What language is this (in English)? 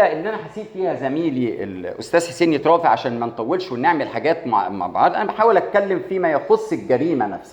Egyptian Arabic